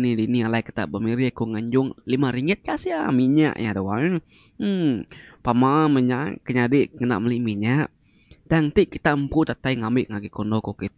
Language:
Iban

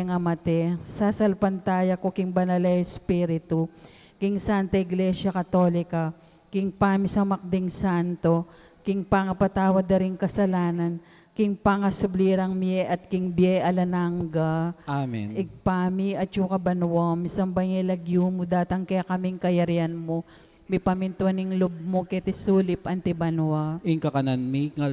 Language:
Pampanga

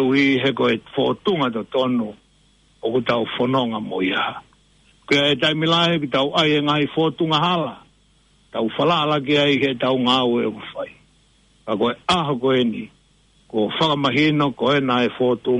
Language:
Tongan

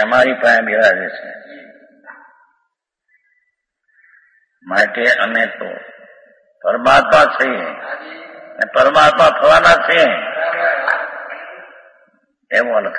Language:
Gujarati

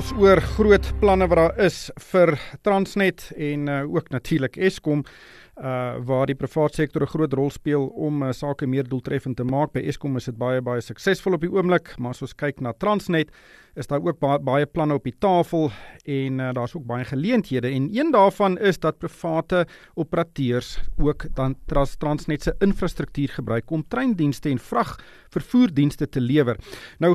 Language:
Afrikaans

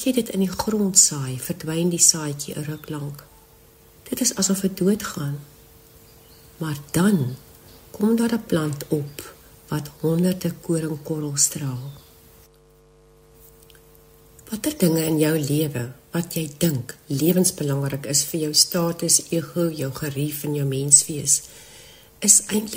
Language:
Afrikaans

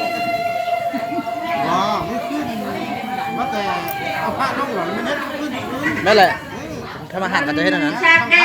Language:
Lao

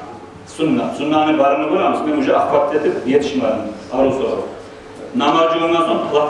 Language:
Kumyk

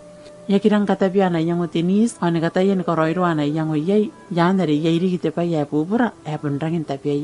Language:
Gilbertese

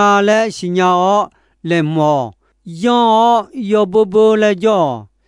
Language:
Akha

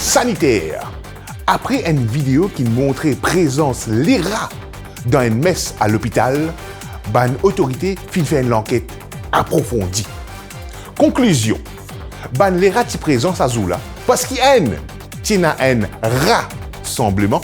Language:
Morisyen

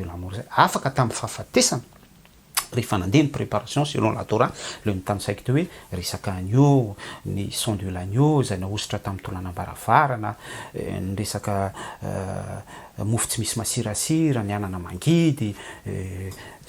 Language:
Malagasy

